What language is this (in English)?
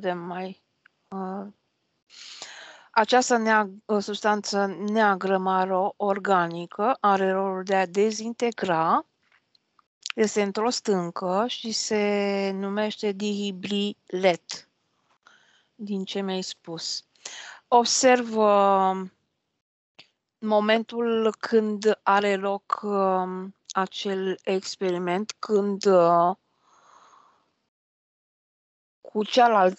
Romanian